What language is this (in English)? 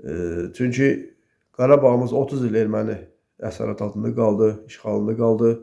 Azerbaijani